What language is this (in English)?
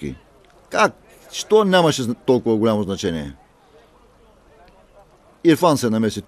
Bulgarian